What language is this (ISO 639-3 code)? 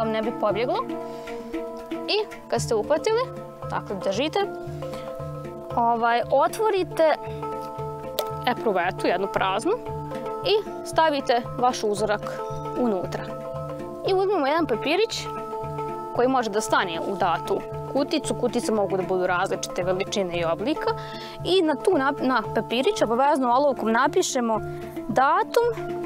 bos